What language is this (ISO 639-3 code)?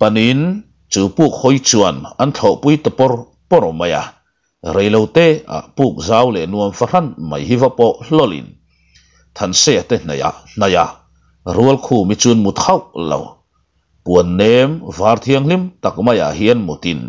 lus